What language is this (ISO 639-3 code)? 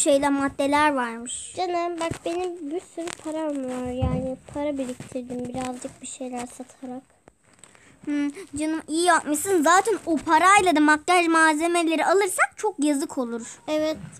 tur